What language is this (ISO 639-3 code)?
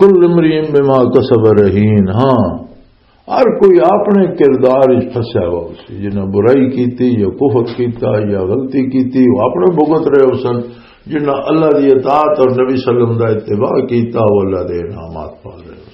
lah